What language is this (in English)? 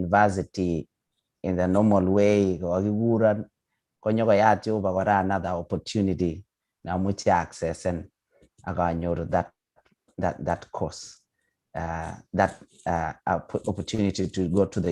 Kalenjin